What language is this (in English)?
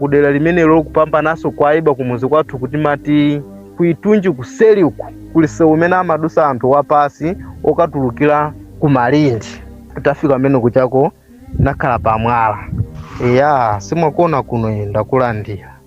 Nyanja